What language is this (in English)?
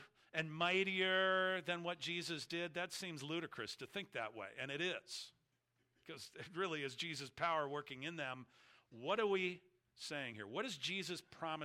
English